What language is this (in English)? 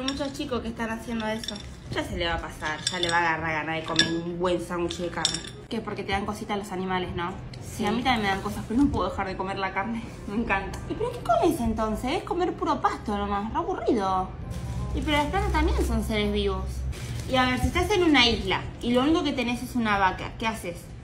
Spanish